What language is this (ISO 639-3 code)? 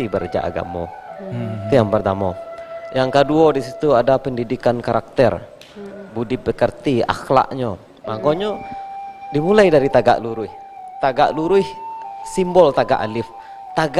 min